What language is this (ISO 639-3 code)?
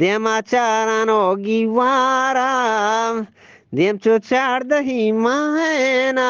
bgp